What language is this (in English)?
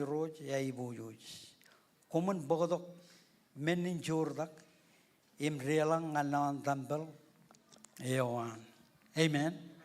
Marshallese